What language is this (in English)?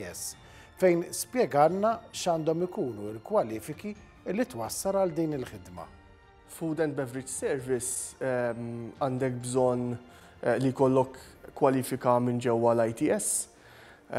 Maltese